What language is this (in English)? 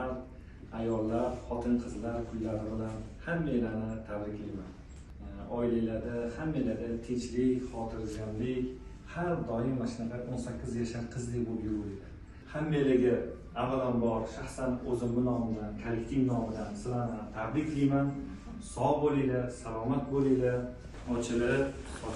Uzbek